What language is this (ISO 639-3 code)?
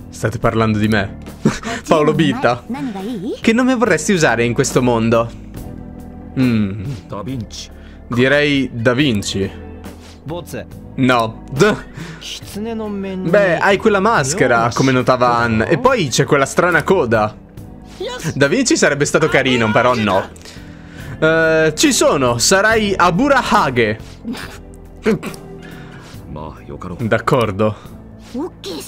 ita